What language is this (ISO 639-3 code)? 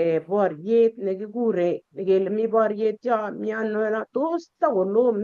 kln